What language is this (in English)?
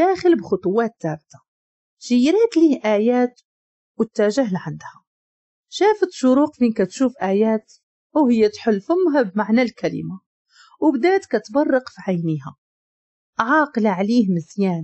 Moroccan Arabic